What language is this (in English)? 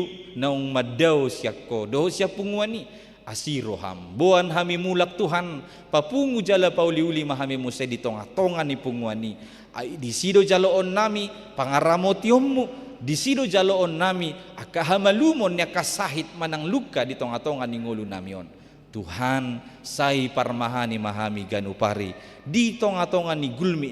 Batak Toba